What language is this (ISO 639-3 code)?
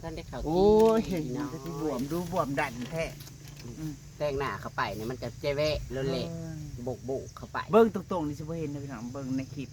tts